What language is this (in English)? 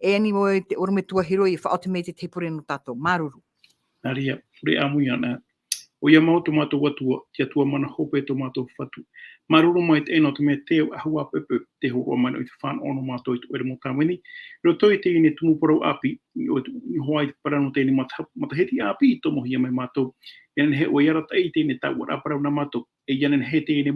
Tahitian